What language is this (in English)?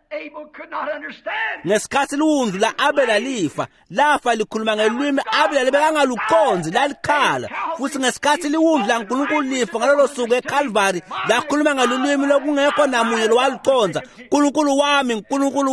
Swati